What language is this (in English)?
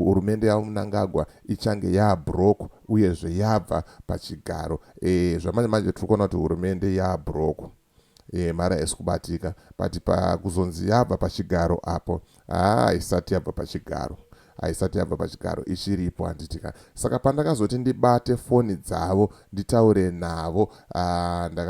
Shona